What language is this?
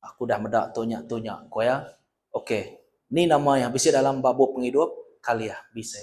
Iban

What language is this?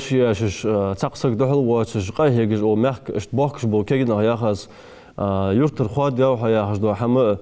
Ingush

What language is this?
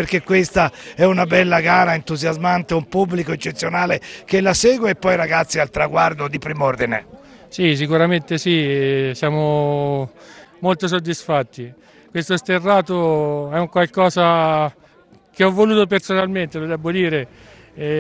Italian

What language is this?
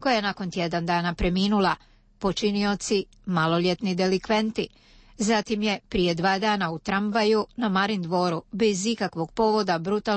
Croatian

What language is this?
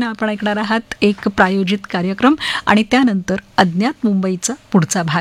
Marathi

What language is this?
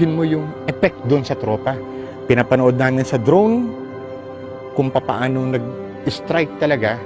Filipino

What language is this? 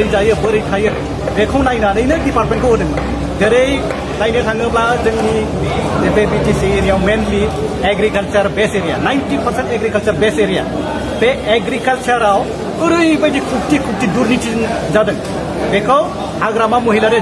Bodo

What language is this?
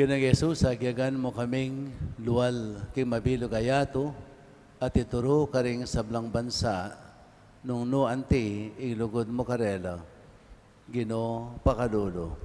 Pampanga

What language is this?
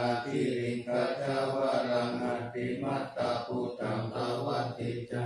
Pali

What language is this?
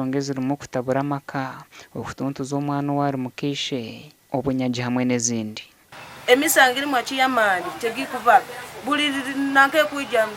Nyankole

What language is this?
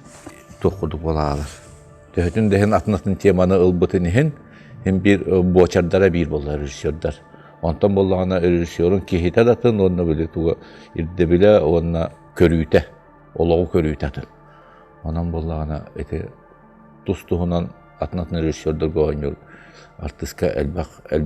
Yakut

